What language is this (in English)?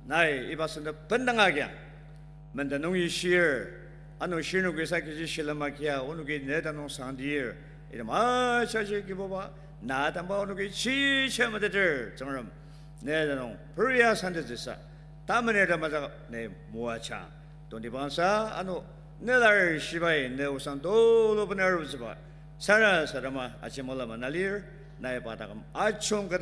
Ao Naga